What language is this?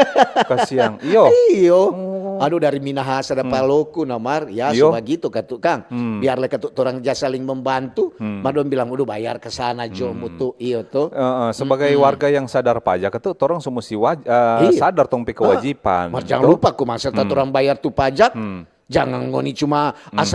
Manado Malay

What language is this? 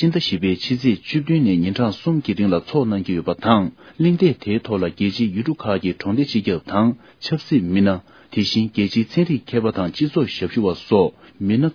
Tibetan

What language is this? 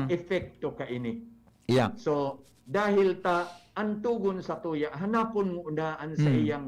Bikol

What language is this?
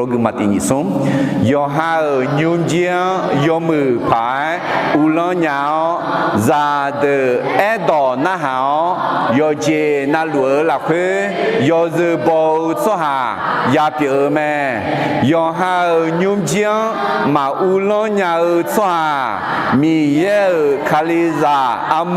Akha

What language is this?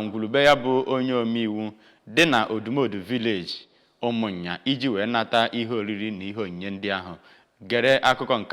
Igbo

